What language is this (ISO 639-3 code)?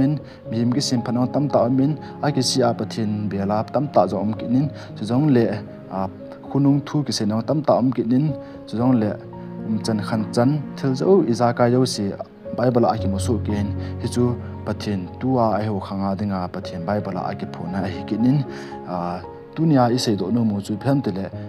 tcz